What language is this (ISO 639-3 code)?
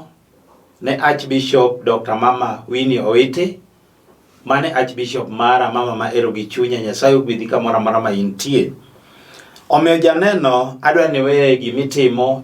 luo